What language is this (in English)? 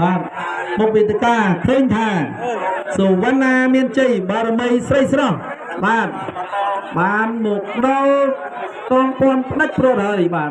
Khmer